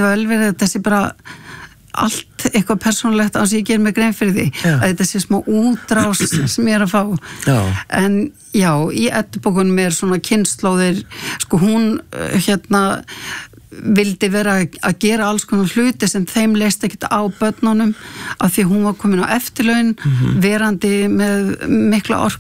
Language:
Icelandic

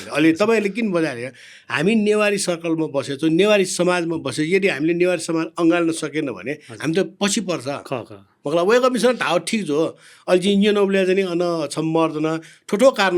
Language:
Newari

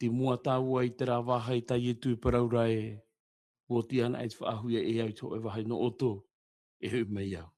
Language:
Tahitian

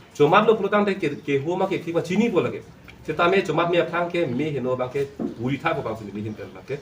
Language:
Karbi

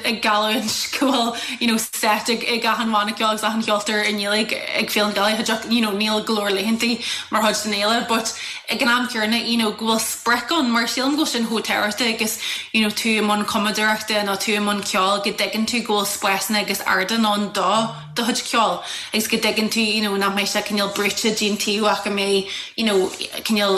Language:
Irish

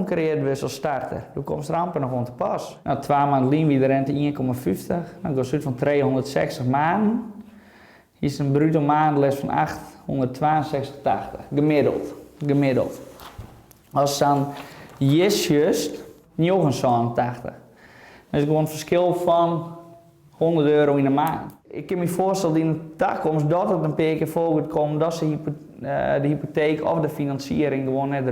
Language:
Western Frisian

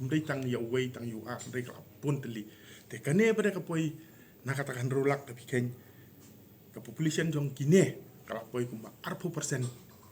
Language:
Khasi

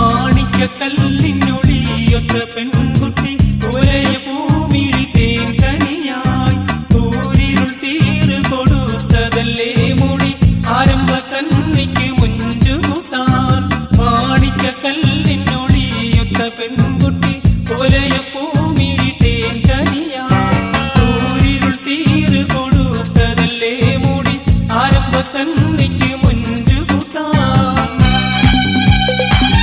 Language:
Malayalam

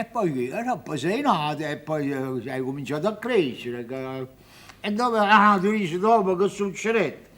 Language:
Neapolitan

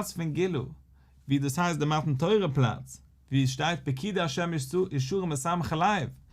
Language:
Yiddish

